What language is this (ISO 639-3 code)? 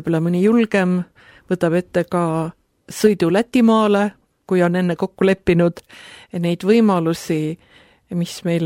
est